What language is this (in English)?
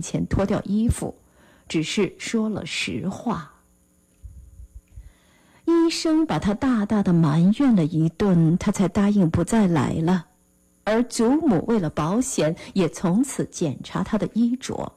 Chinese